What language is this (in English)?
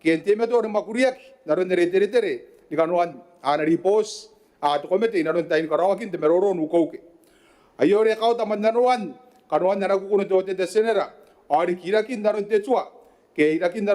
Gilbertese